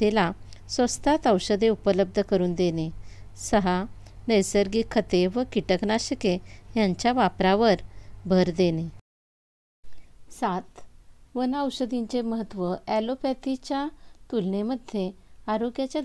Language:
Marathi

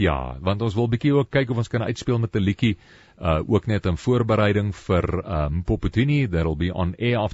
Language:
Afrikaans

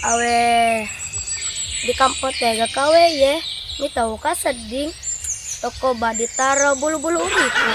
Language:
Buginese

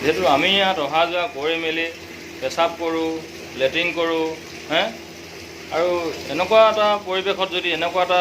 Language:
Assamese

